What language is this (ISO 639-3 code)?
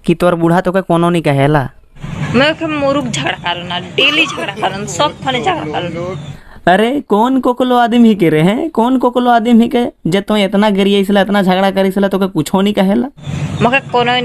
sck